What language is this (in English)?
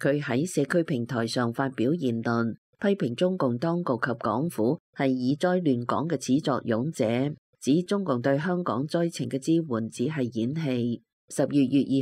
Cantonese